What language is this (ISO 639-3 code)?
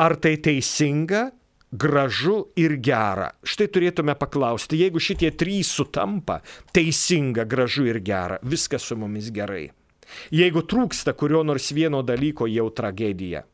lit